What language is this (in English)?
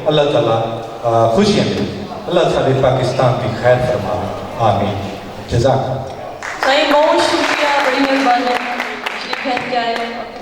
Saraiki